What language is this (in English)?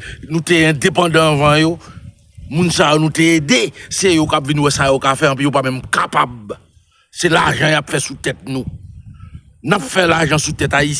Haitian Creole